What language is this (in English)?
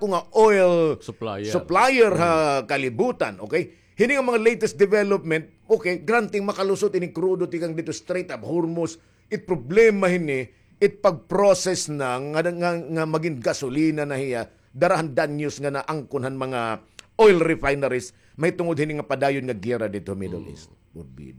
Waray